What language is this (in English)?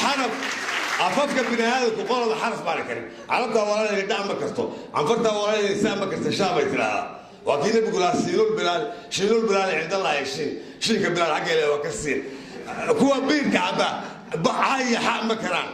Somali